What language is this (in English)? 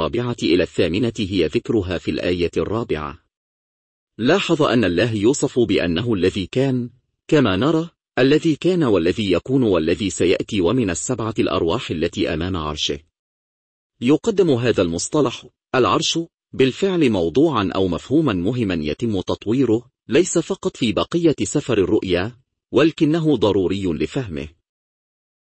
Arabic